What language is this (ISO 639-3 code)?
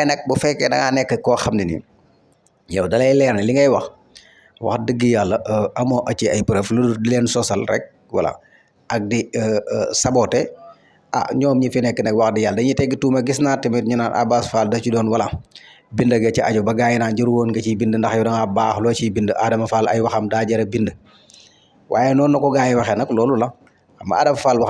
wol